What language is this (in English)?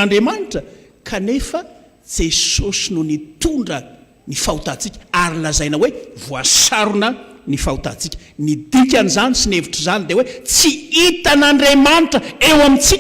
Malagasy